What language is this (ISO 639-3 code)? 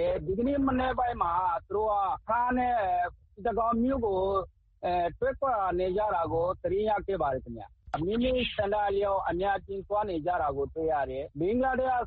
mya